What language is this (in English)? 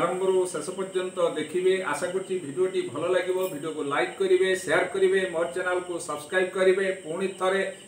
Odia